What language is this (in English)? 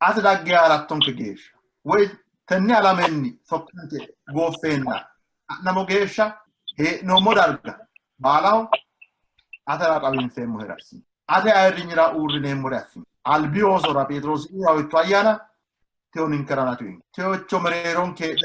Sidamo